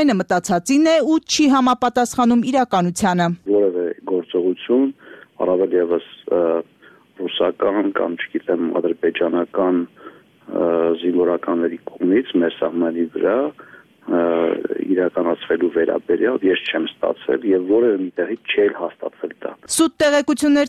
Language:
Armenian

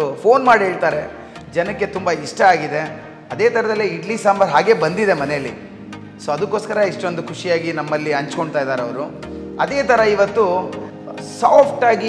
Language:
Kannada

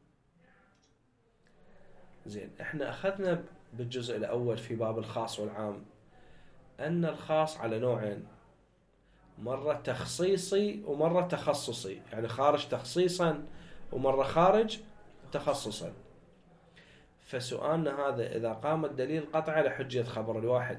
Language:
Arabic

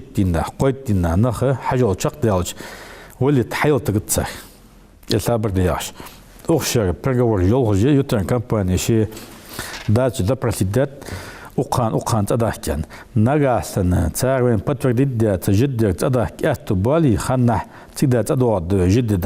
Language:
Ingush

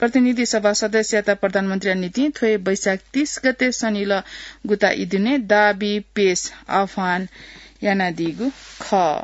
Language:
Newari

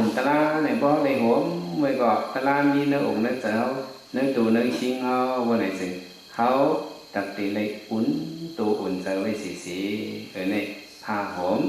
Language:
Shan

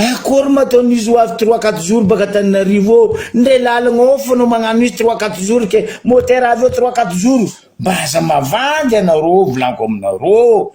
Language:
Malagasy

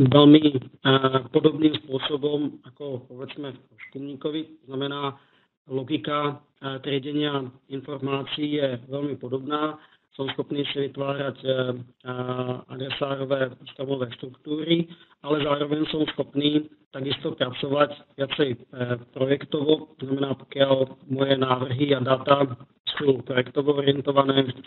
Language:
Slovak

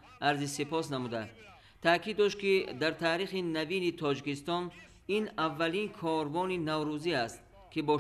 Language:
Tajik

